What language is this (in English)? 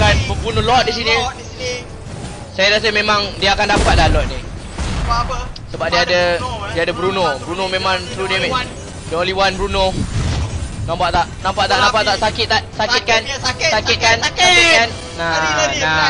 Malay